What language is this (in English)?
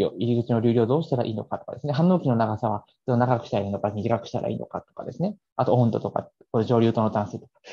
Japanese